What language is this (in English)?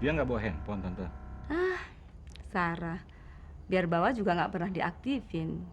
Betawi